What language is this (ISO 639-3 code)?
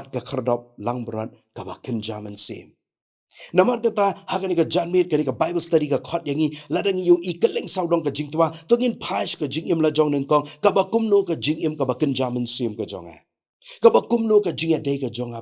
kha